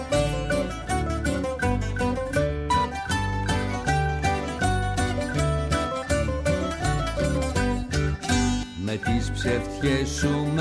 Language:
Greek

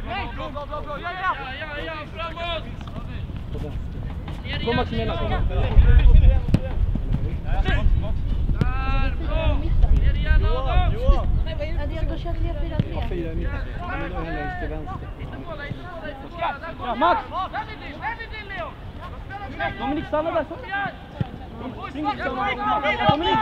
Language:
Swedish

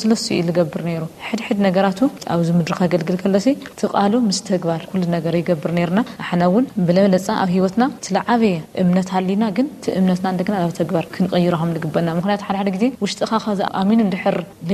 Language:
Tigrinya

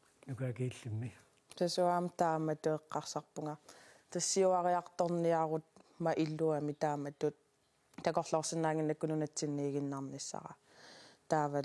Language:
Kalaallisut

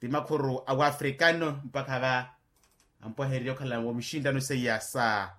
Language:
Makhuwa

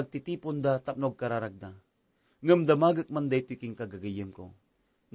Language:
Iloko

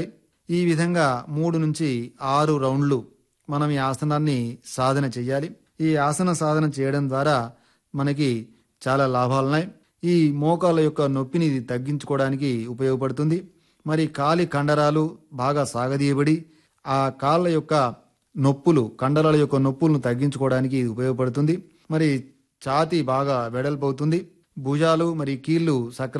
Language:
Telugu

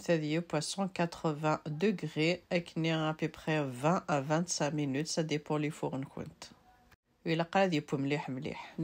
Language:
Kabyle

